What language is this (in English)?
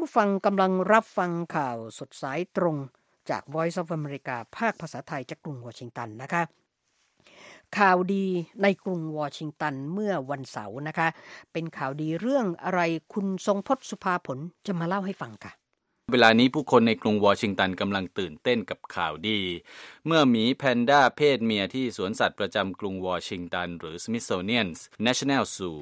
Thai